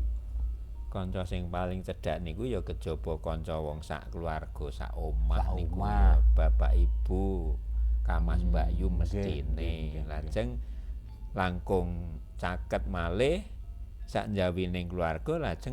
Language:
Javanese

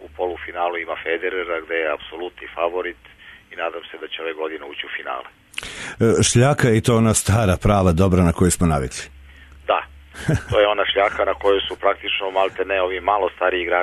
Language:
Serbian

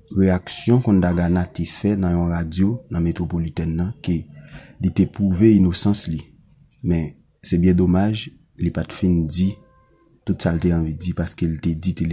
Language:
Haitian Creole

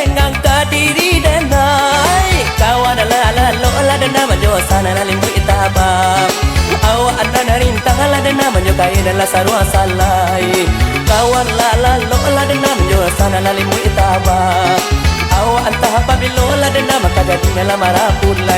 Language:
Minangkabau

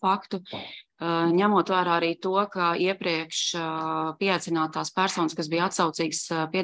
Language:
Latvian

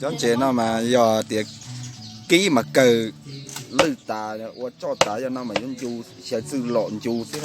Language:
Hmong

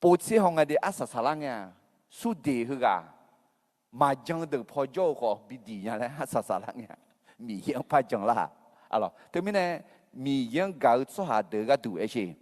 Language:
Akha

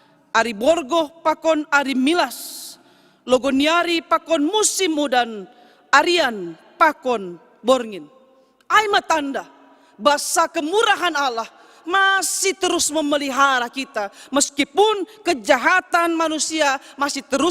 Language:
Batak Simalungun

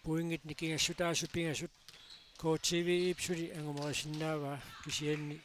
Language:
Kalaallisut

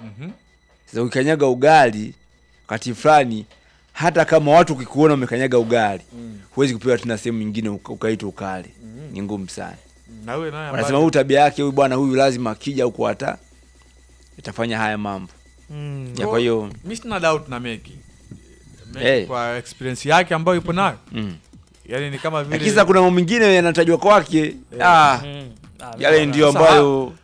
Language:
Swahili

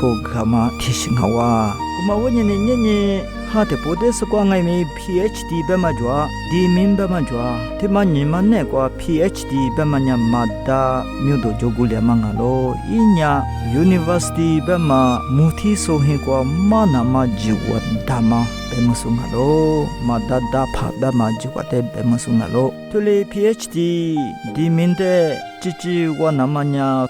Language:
Lisu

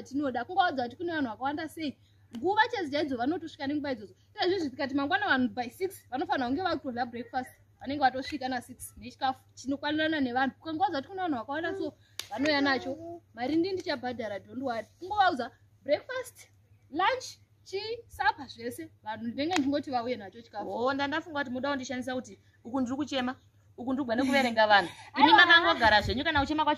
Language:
Shona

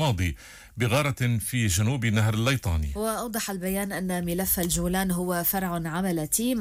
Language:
Arabic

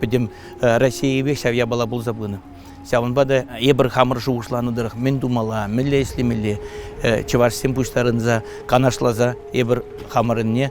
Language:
Chuvash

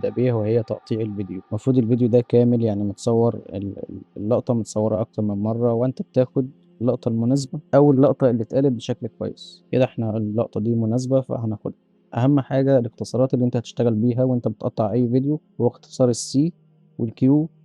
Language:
Egyptian Arabic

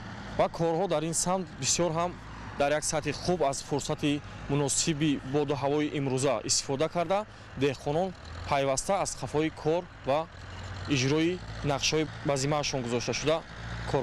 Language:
Tajik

